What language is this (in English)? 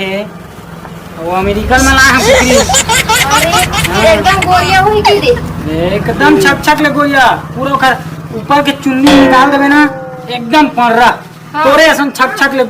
Chhattisgarhi